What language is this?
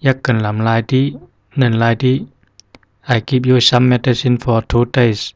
Zhuang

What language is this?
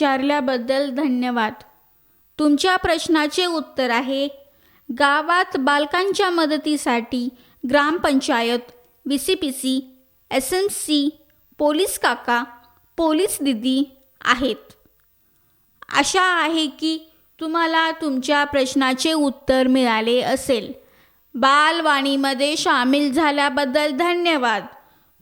Marathi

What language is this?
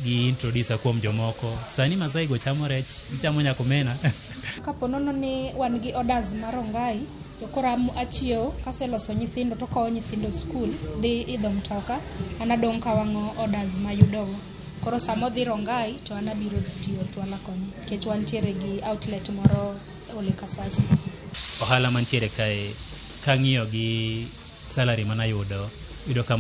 Luo (Kenya and Tanzania)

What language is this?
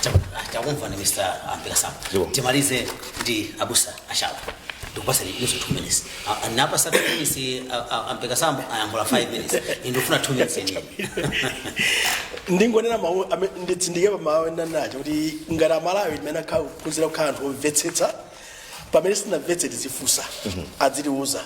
Nyanja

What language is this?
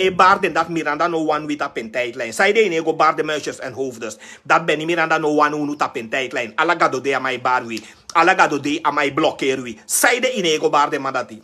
Sranan Tongo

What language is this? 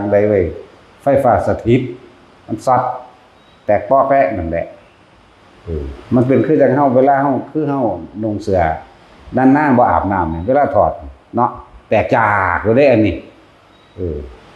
Northeastern Thai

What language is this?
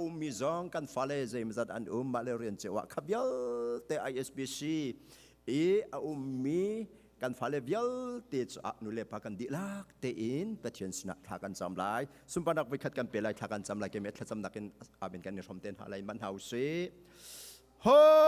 Hakha Chin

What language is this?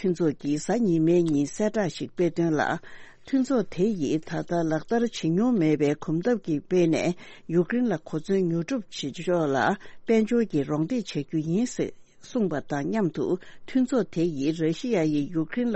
Tibetan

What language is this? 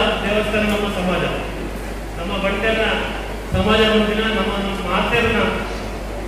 Tulu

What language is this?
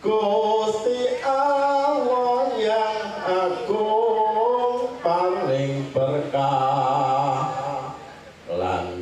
Javanese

